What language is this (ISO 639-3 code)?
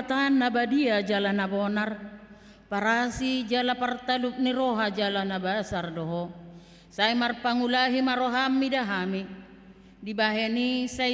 bbc